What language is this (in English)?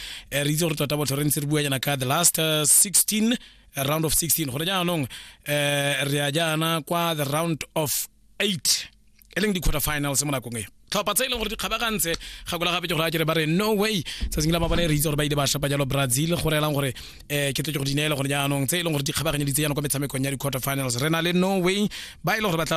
Tswana